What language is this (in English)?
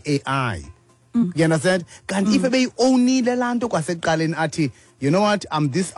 Xhosa